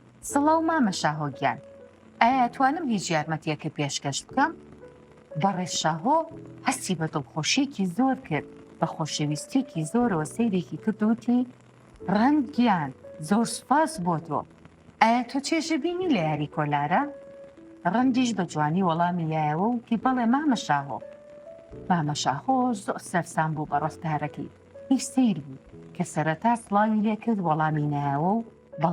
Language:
Central Kurdish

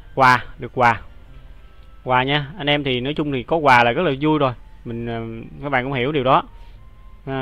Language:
Vietnamese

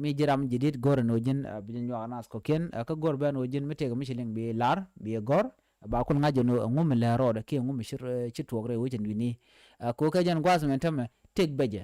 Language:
Nuer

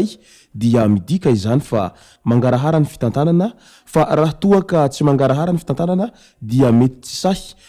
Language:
Malagasy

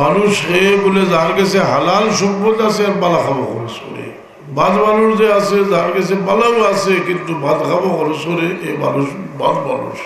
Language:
Sylheti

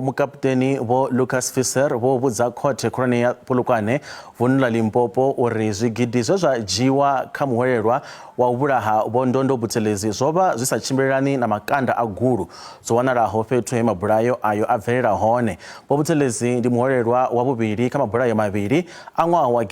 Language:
Venda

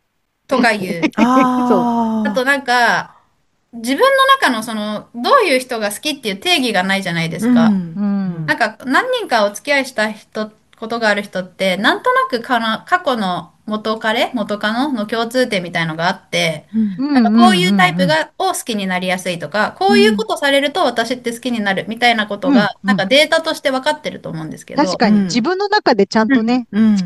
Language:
Japanese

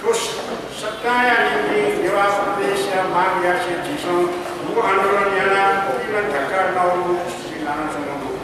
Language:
Newari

